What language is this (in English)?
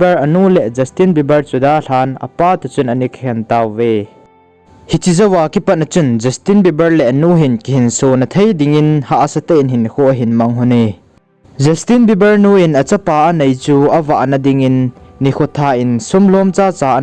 Thado Chin